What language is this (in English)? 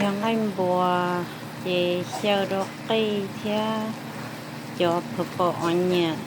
Hmong